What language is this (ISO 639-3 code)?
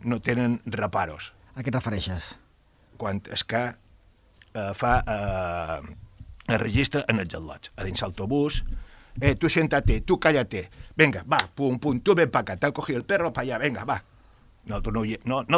cat